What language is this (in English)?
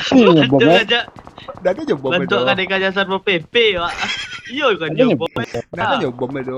Minangkabau